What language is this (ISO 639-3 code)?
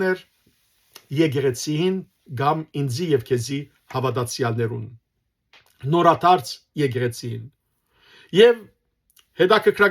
hyw